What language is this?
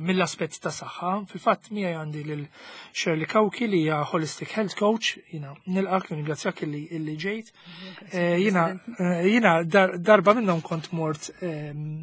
Maltese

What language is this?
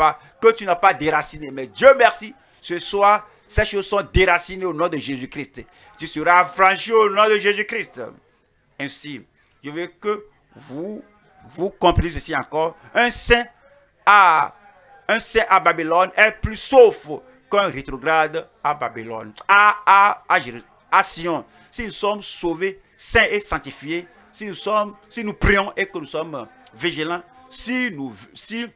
French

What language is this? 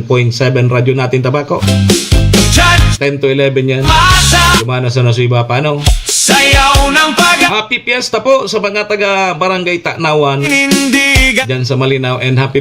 Bikol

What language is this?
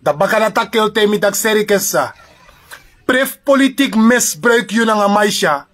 Sranan Tongo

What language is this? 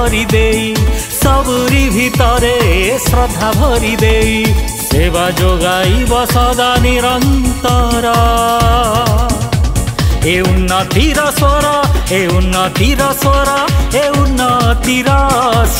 Odia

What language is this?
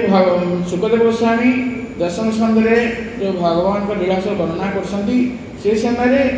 Odia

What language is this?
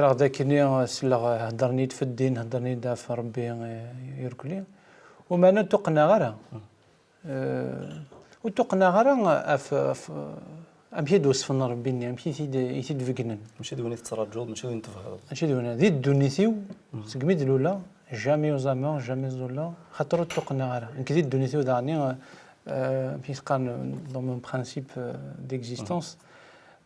Kabyle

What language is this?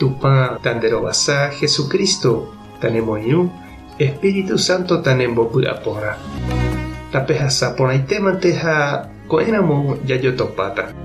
Guarani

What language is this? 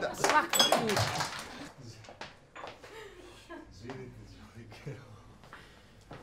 Serbian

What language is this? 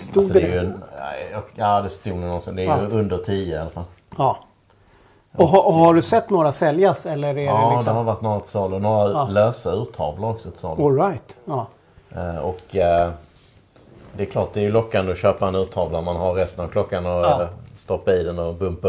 Swedish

